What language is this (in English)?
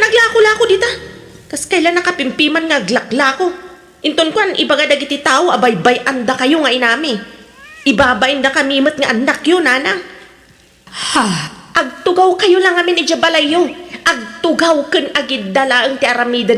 Iloko